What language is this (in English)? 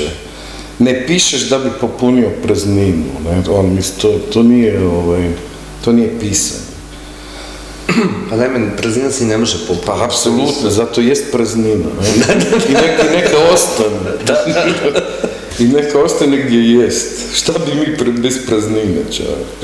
Croatian